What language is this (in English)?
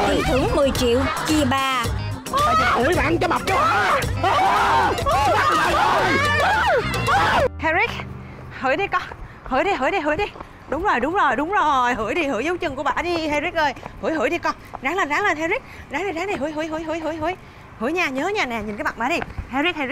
Vietnamese